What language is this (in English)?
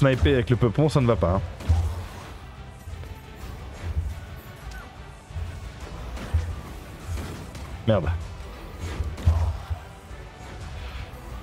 French